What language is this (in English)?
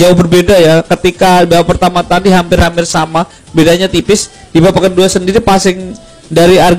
Indonesian